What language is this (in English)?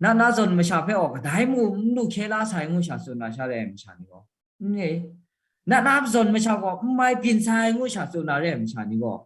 Kachin